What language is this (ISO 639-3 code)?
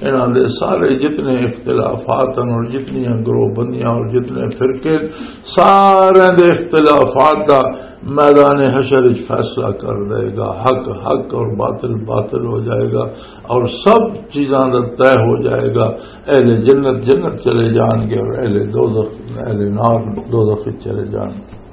lah